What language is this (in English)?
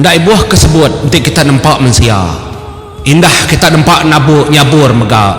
Iban